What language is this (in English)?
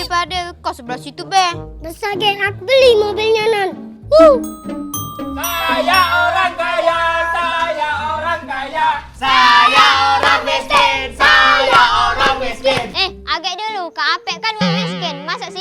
Musi